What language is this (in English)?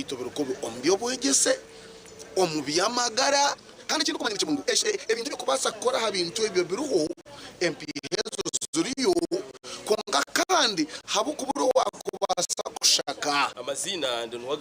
Nyankole